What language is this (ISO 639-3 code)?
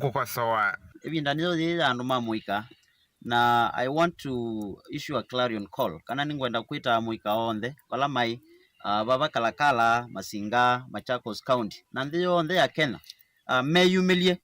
kam